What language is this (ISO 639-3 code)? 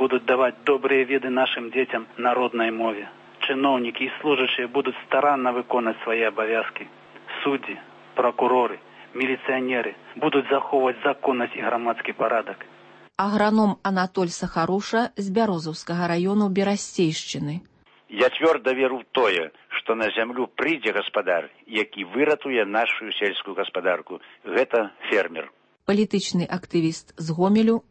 bel